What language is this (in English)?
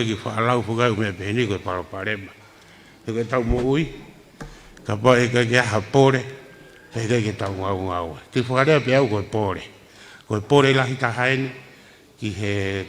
Tongan